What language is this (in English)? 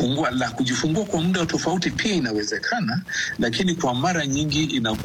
Swahili